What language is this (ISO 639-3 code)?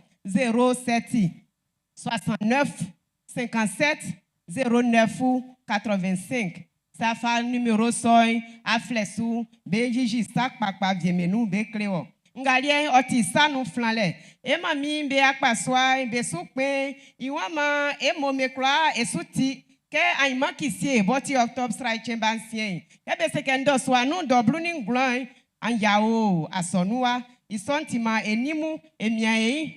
bci